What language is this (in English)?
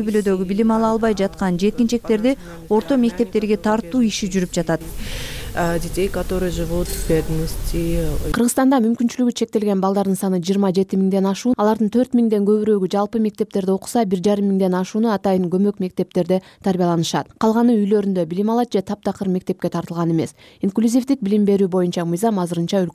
Kyrgyz